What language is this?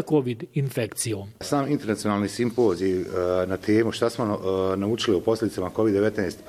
Bosnian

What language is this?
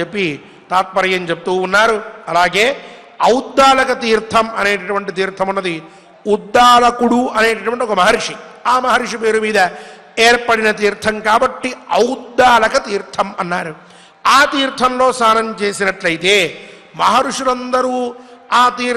Telugu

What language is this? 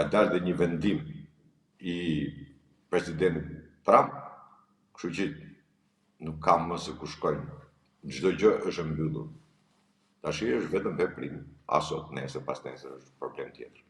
Albanian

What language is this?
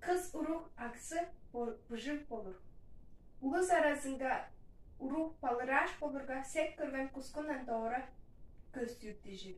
Tuvinian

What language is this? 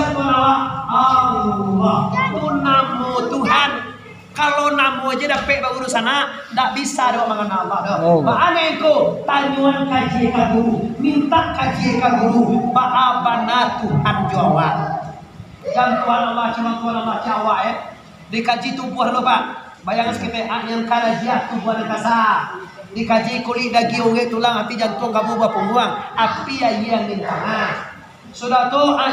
Minangkabau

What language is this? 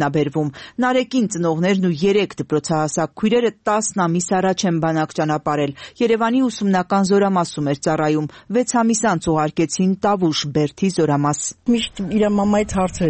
Armenian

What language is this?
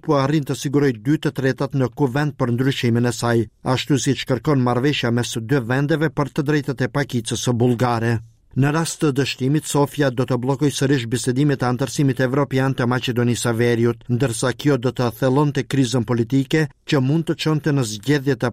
Albanian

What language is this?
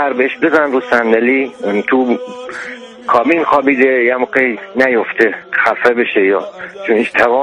Persian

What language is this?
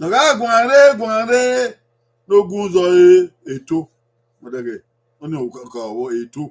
Bini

